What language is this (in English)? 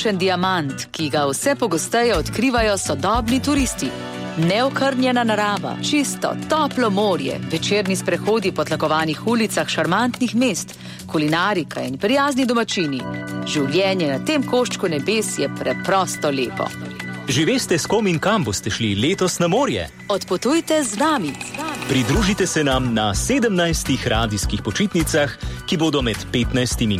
Slovenian